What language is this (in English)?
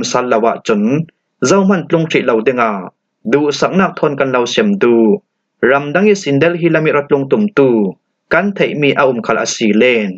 Falam Chin